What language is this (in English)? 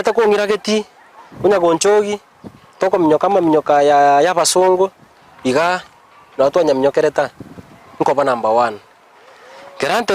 Gusii